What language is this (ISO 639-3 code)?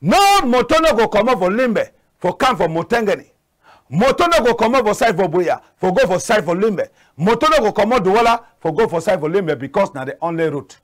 wes